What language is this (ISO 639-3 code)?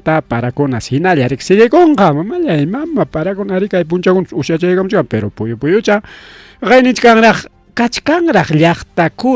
quy